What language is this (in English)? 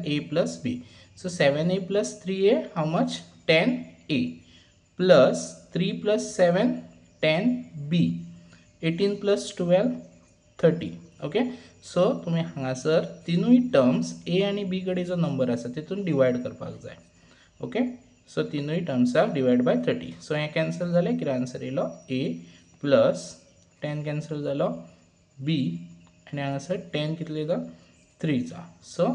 Konkani